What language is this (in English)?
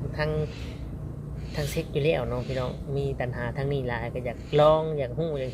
Northeastern Thai